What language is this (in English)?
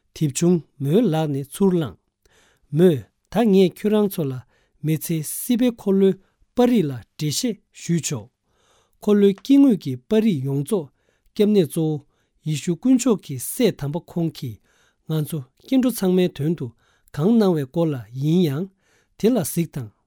Tibetan